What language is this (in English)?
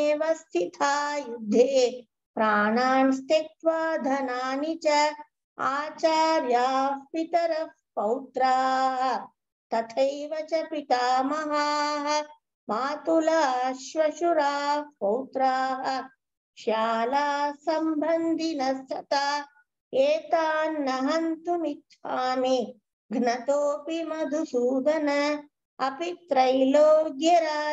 Sanskrit